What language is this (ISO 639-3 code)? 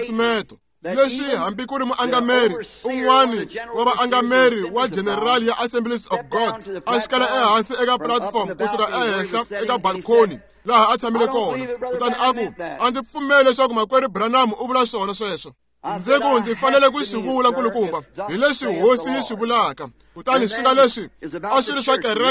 tso